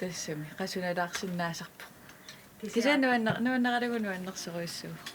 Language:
Kalaallisut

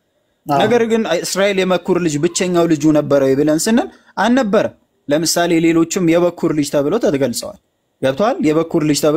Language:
Amharic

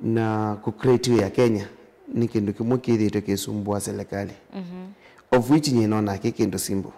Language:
Kamba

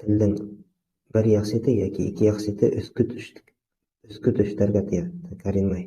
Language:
Bashkir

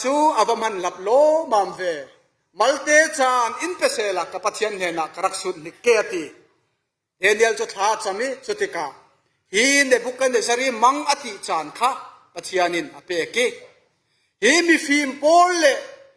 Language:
Falam Chin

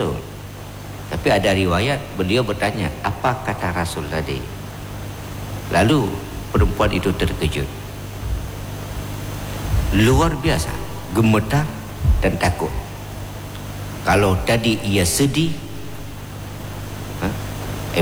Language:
Indonesian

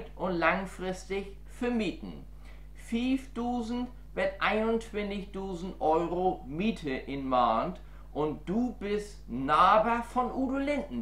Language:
Low German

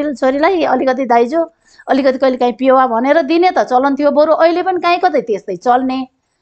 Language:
Nepali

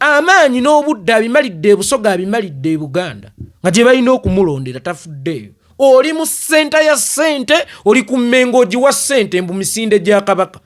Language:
Ganda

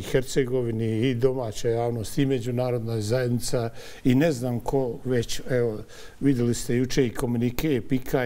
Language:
Bosnian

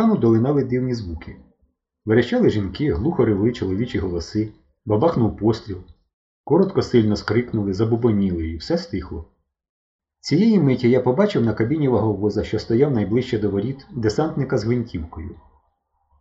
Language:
Ukrainian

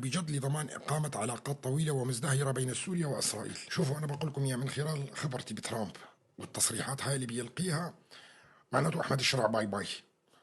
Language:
North Levantine Arabic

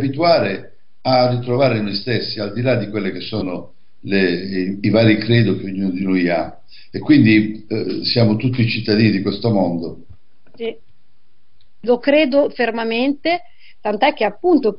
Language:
Italian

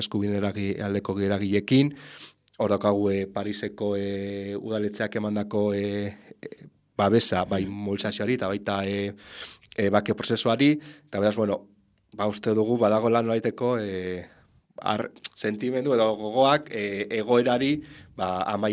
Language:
Basque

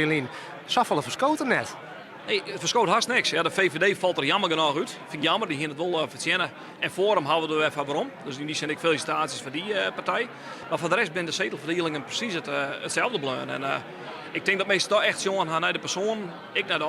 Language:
Western Frisian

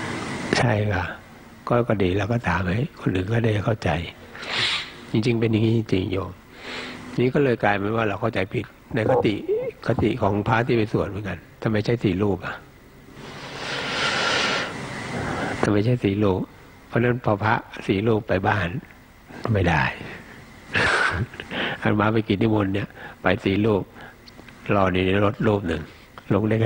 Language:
Thai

